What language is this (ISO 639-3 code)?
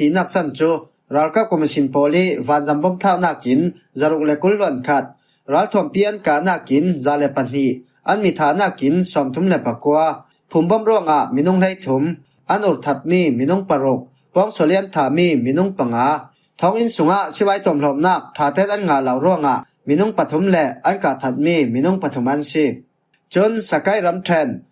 cfm